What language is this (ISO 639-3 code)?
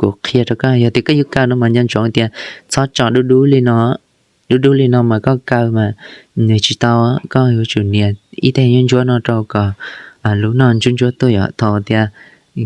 hmn